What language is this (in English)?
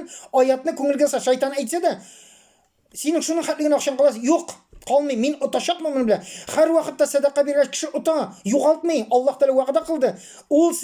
Tatar